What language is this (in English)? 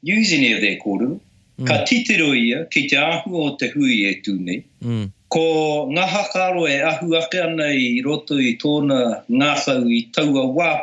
Māori